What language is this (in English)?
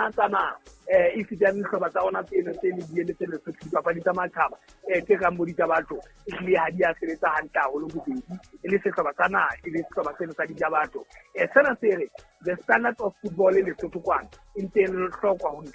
Southern Sotho